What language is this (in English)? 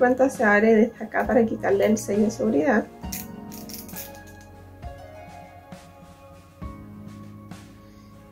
Spanish